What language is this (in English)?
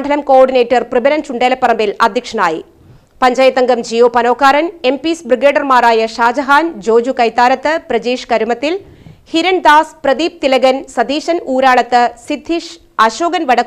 Malayalam